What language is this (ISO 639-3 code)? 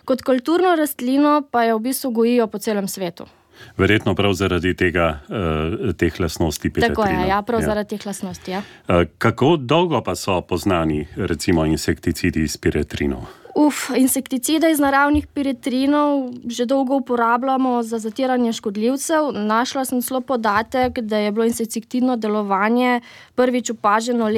slv